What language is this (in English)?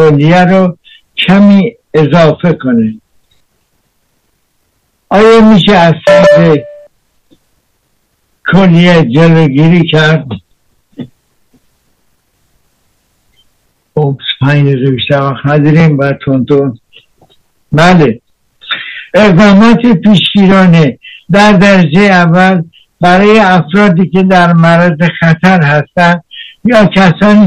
Persian